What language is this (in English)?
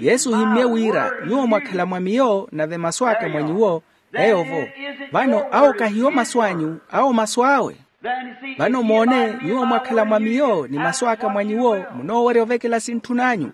Makhuwa